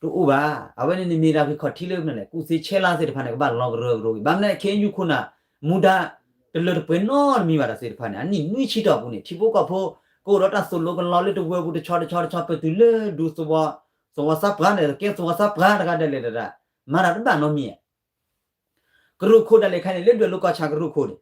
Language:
S'gaw Karen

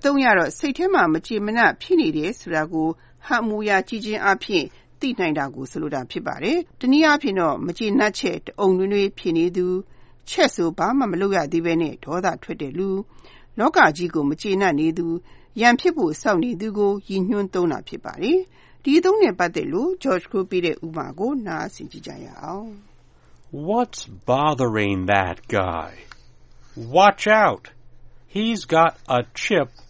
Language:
Burmese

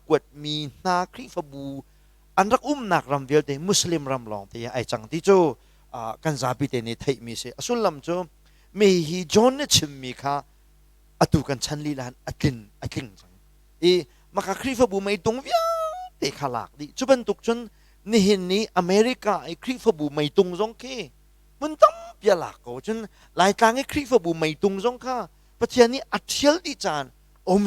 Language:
Hakha Chin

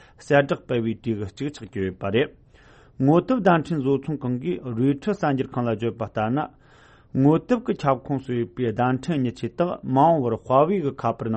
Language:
Tibetan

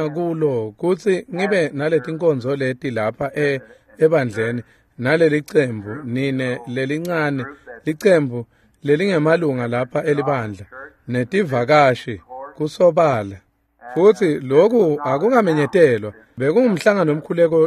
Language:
Swati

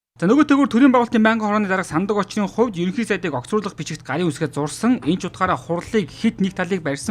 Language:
Mongolian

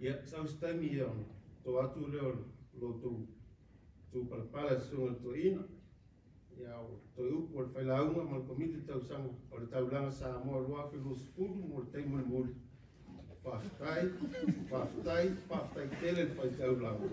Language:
Samoan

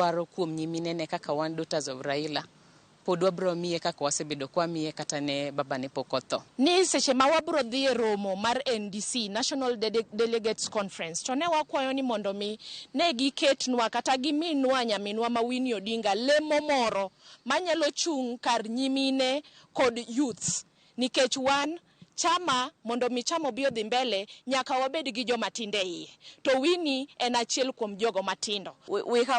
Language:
Luo (Kenya and Tanzania)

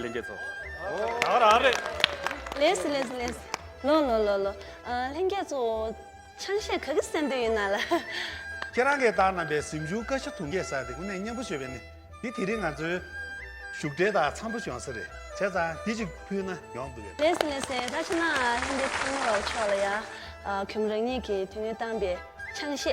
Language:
Tibetan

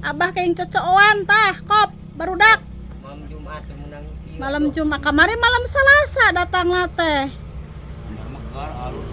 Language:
Sundanese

